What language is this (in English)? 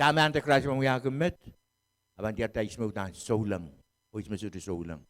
Pohnpeian